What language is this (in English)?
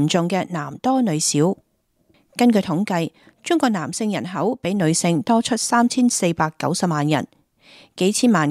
Cantonese